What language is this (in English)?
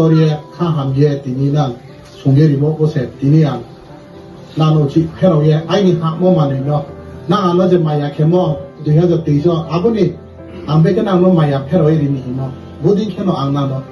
Riang (India)